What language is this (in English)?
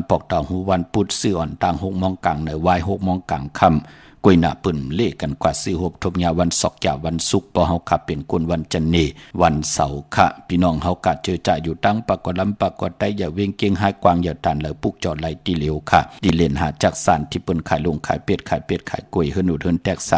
Shan